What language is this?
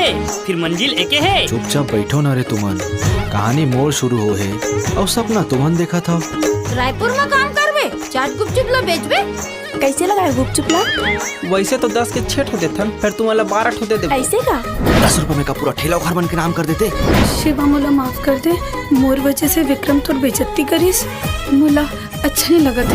Chhattisgarhi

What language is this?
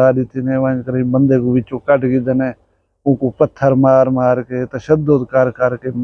Saraiki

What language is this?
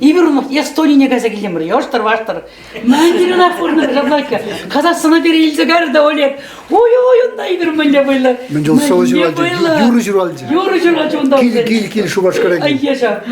Chuvash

